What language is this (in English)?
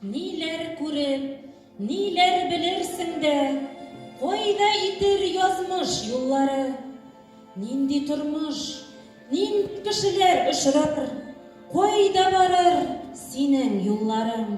Bashkir